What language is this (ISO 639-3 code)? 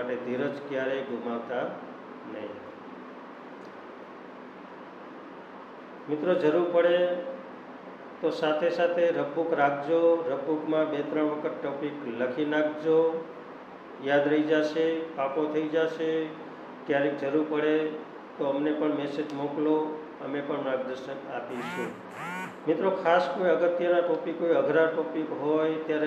guj